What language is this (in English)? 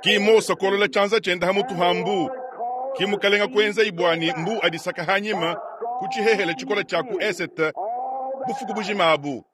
Luba-Lulua